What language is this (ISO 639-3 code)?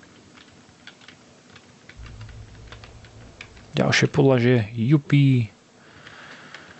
slk